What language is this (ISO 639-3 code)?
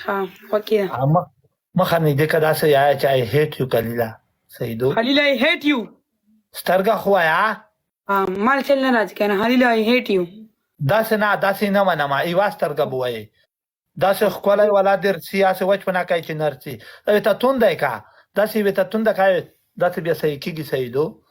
pus